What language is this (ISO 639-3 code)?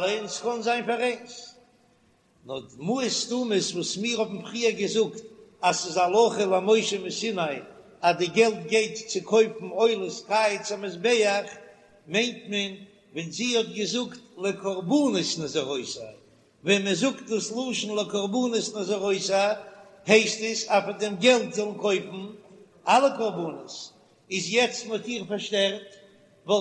yid